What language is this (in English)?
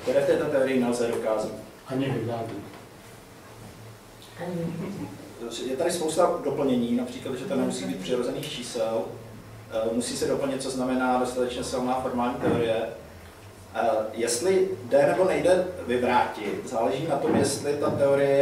Czech